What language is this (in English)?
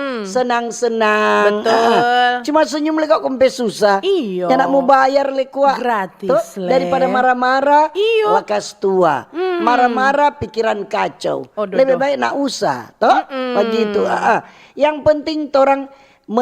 Manado Malay